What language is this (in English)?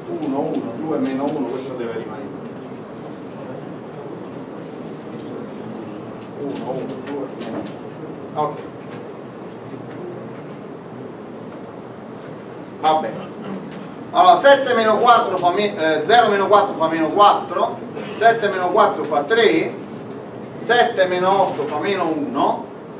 Italian